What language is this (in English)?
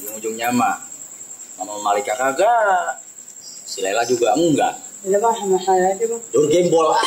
Betawi